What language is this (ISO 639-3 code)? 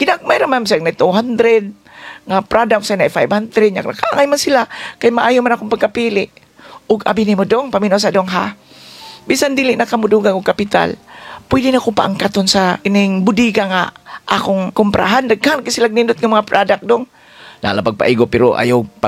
ceb